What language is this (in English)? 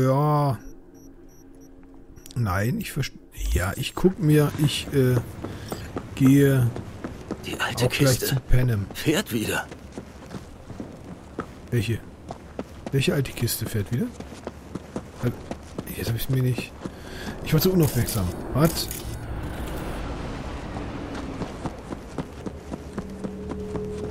German